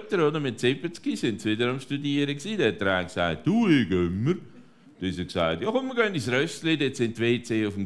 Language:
Swiss German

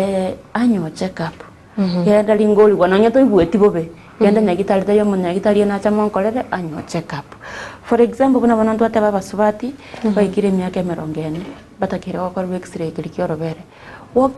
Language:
Gusii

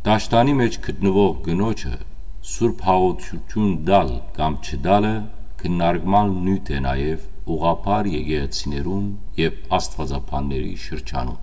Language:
Western Armenian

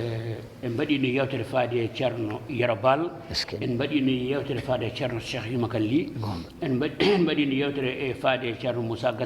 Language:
Fula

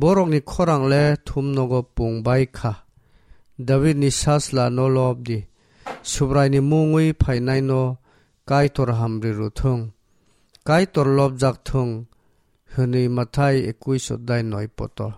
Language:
Kok Borok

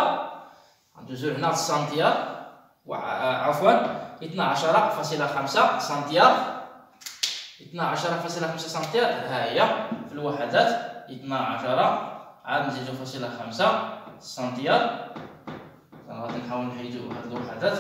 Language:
Moroccan Arabic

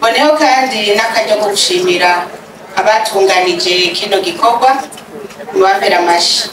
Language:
Rundi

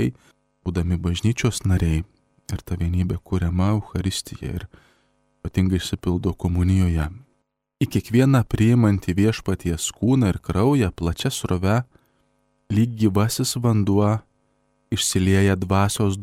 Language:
Lithuanian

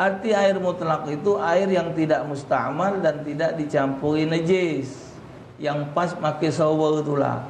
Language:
Musi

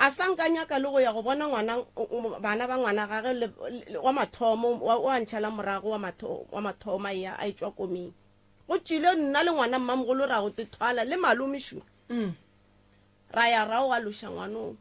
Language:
Northern Sotho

